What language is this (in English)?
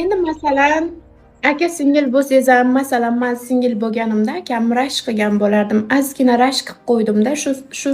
Uzbek